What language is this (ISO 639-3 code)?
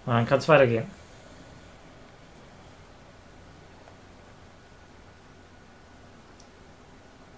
deu